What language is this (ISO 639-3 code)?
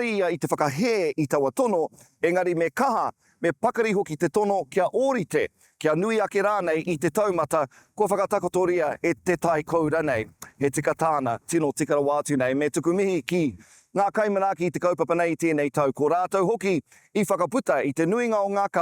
mri